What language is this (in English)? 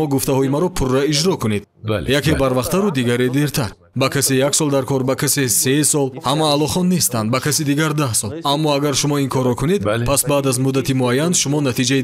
Tajik